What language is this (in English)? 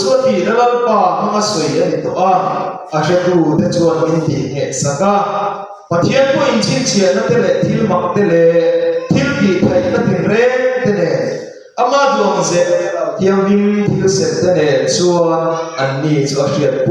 Mizo